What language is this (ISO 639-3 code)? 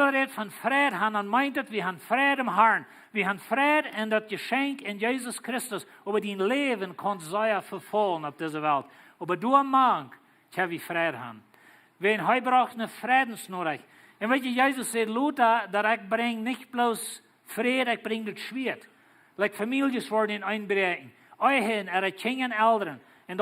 pdt